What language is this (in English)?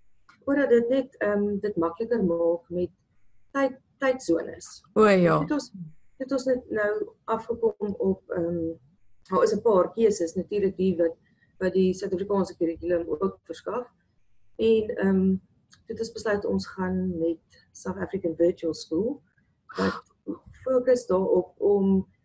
Afrikaans